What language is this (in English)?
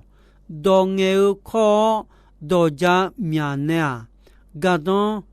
Akha